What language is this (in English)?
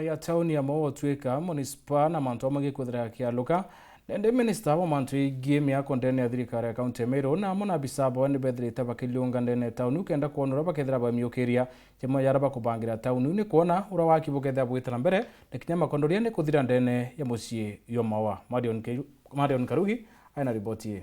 Meru